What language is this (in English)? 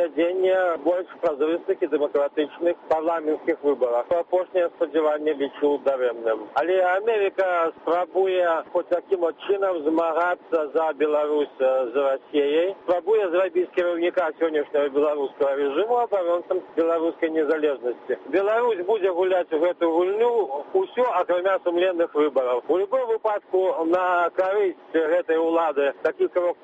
Belarusian